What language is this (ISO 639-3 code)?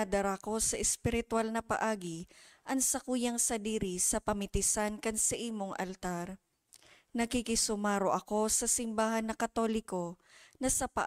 bik